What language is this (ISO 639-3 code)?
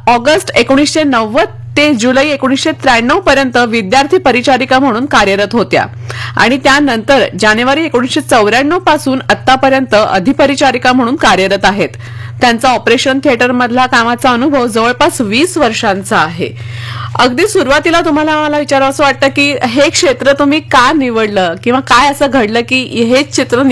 mar